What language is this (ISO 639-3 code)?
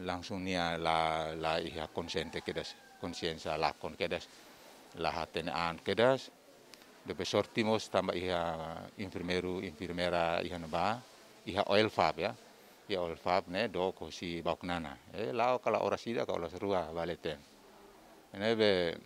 tet